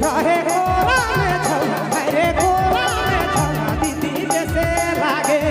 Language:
Sadri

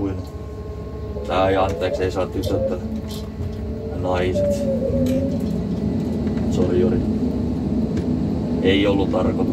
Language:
Finnish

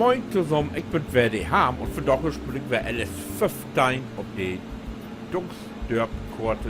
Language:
Low German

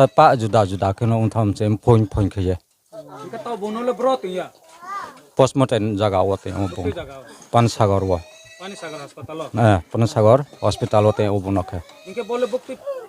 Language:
Riang (India)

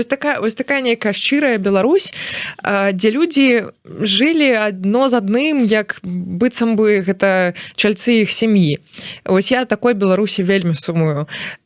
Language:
Belarusian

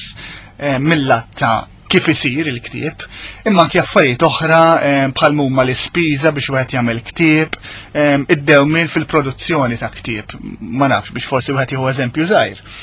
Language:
Maltese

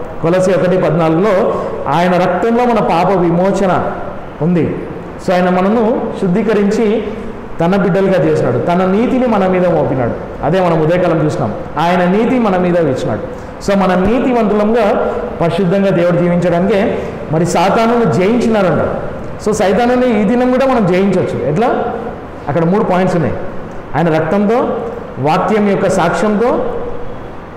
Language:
Telugu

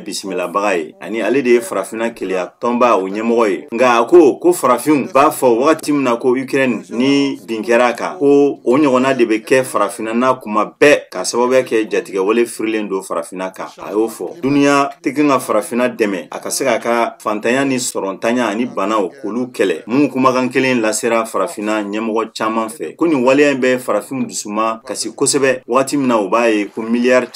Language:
Bambara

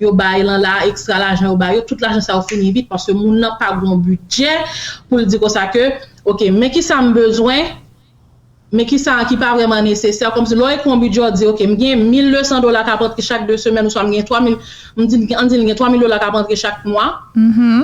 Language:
Haitian Creole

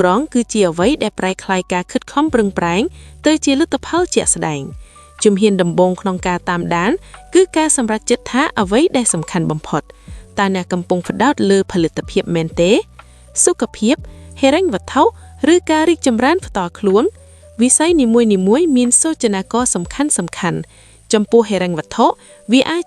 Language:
Khmer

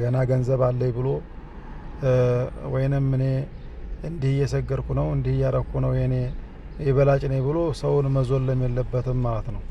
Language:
Amharic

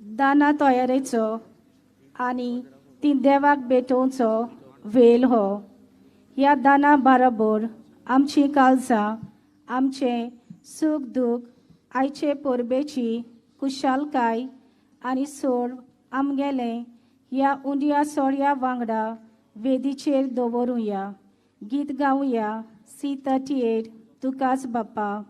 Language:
Konkani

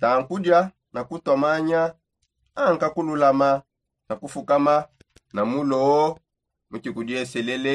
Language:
Songe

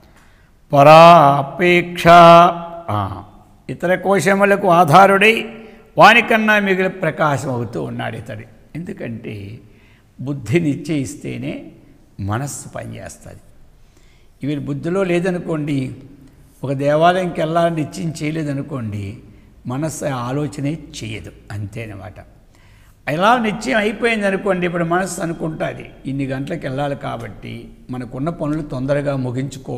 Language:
Telugu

